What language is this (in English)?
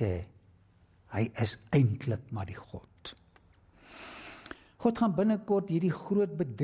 Afrikaans